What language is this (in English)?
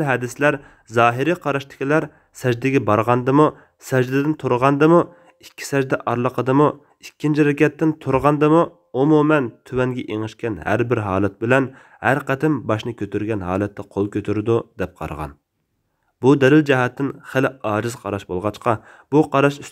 Uyghur